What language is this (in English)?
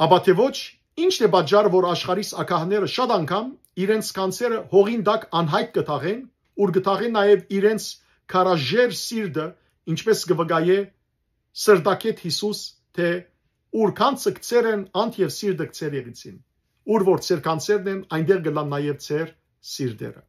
Western Armenian